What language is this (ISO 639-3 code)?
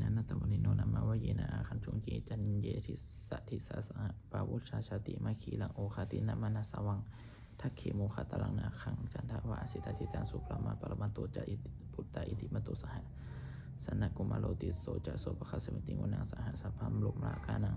pli